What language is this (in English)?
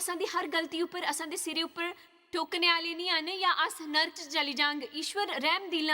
Dogri